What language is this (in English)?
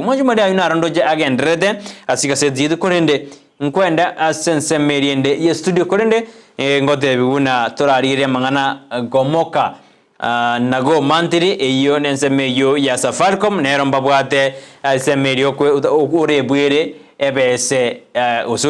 Gusii